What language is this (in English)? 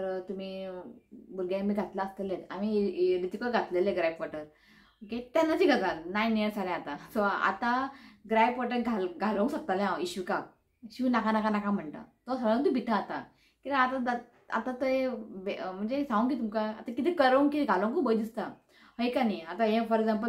Konkani